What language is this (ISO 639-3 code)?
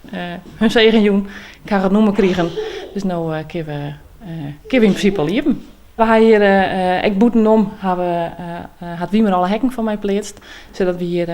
fry